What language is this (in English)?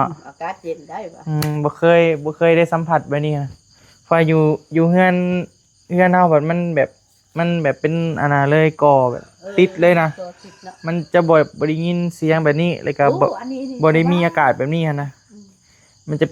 Northeastern Thai